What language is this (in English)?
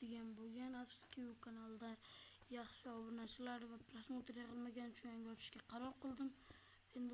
Uzbek